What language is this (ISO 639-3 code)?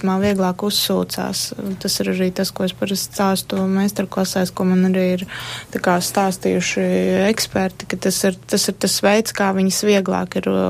lav